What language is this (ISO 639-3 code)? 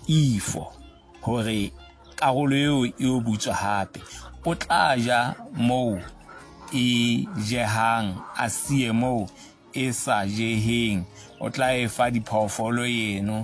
sot